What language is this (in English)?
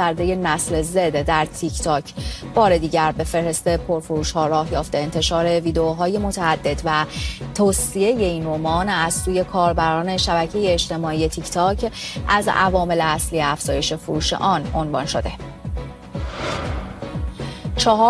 Persian